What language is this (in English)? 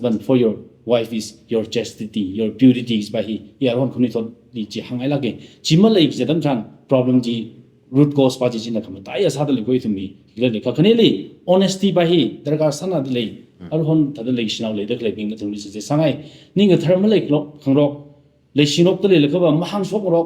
Tangkhul Naga (India)